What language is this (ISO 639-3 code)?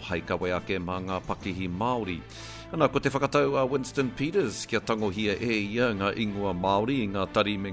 mri